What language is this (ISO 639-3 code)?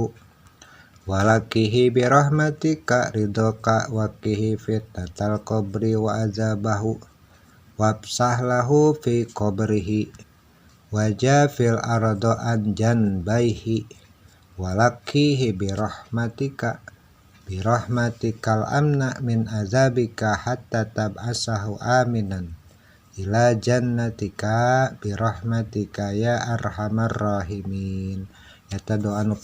sun